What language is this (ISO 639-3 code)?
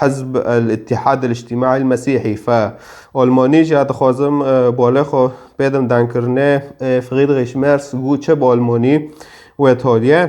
kur